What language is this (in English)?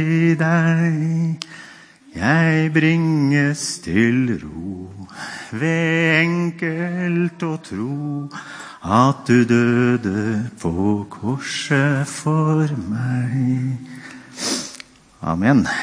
Norwegian